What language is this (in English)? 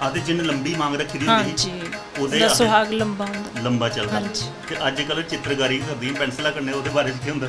Dogri